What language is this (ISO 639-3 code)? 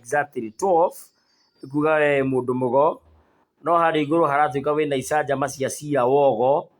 kik